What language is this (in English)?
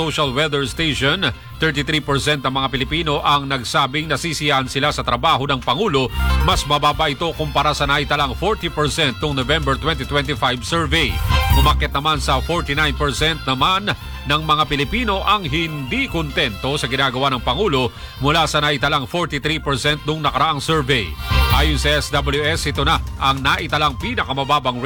Filipino